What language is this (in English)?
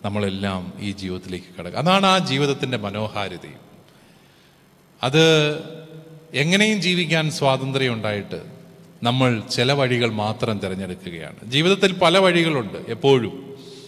Malayalam